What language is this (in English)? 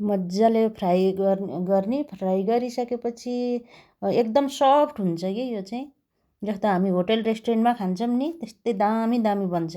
Nepali